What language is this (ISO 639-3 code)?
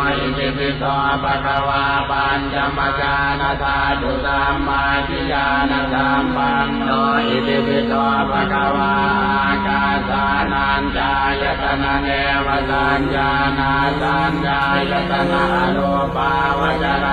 pli